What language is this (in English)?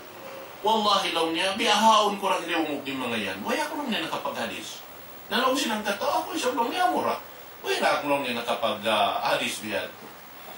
Tausug